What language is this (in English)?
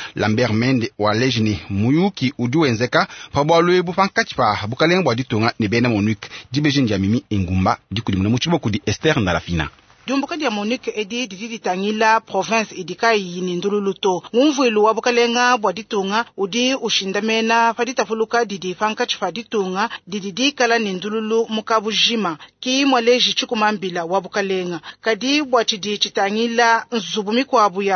Luba-Lulua